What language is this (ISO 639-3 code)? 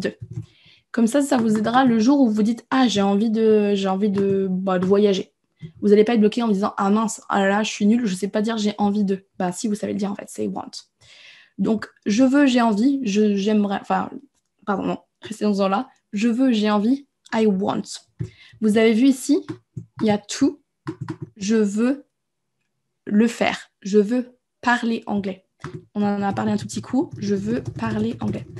fra